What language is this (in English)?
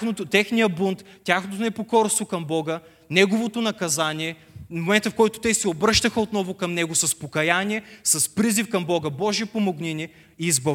Bulgarian